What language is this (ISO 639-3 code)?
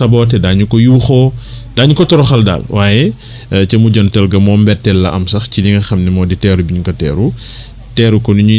wol